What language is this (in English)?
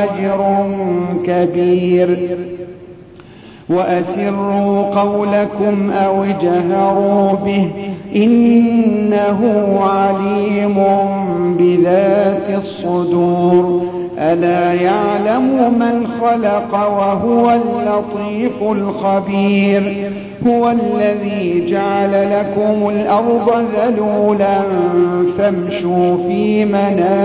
Arabic